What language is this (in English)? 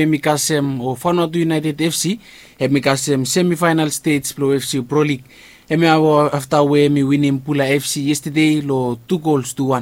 Bislama